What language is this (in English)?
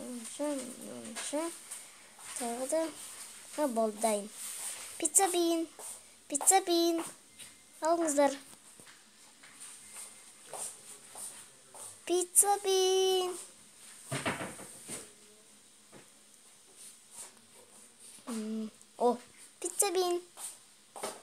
Kazakh